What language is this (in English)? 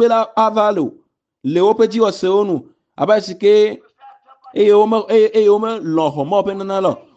Ewe